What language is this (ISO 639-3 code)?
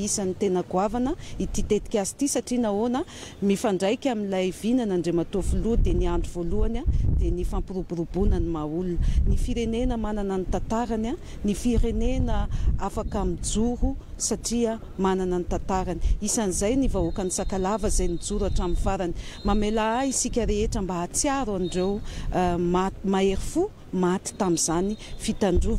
mlg